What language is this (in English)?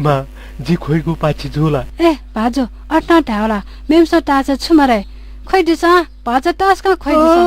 Newari